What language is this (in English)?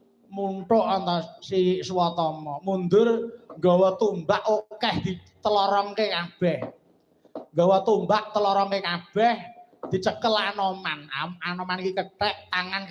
Javanese